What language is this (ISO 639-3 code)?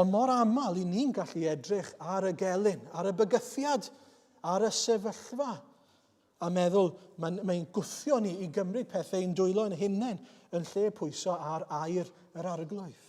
cym